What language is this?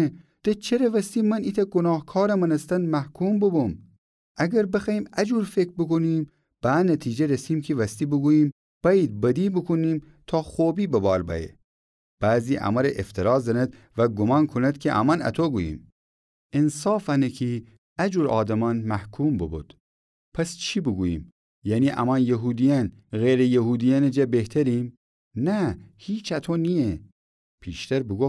Gilaki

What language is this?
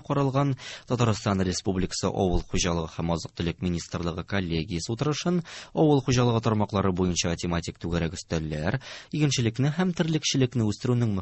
Tatar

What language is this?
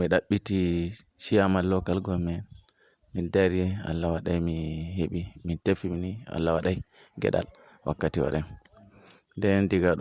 Fula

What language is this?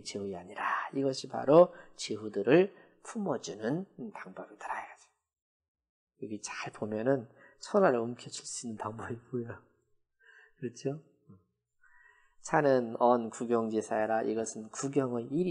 Korean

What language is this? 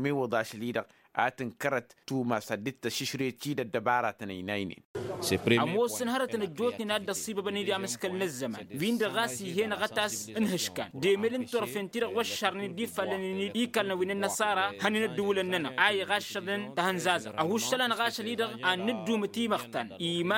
Tamasheq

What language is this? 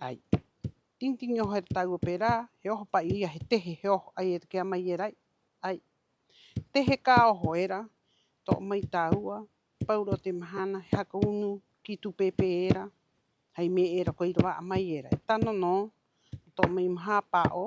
Rapanui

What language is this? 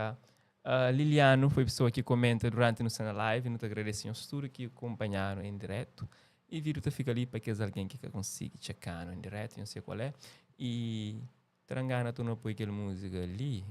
Kabuverdianu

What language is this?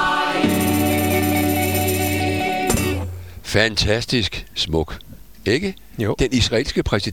Danish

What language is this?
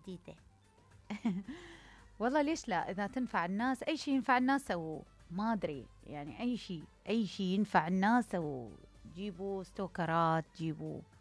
Mesopotamian Arabic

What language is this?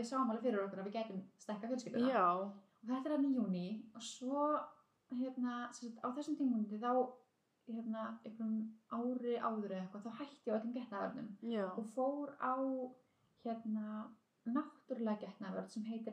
Icelandic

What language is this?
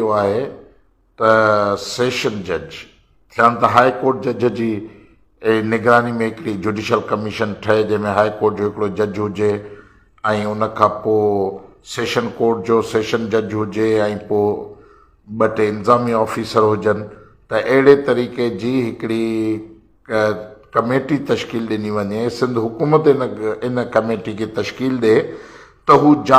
Sindhi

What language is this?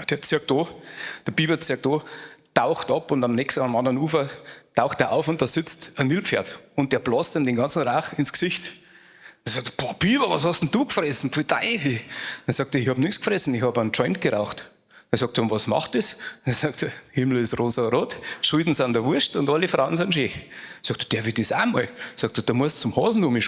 Bavarian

